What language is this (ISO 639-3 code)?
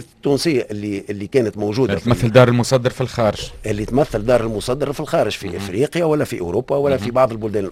aeb